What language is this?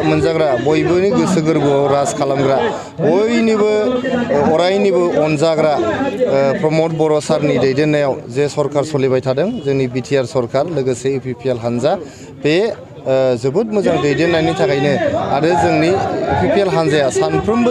Bodo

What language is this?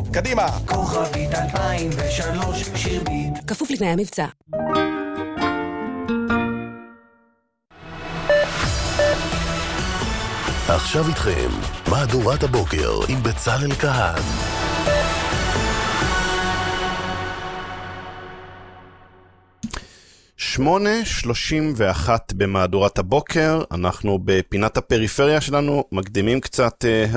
Hebrew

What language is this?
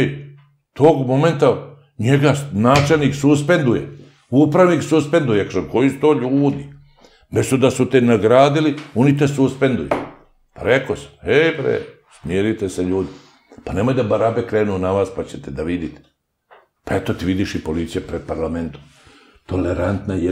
Serbian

